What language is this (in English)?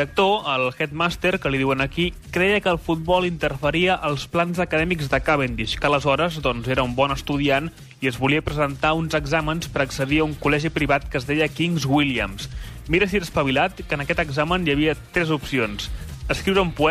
Catalan